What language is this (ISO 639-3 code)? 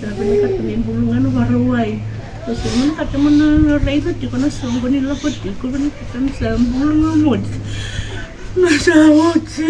fij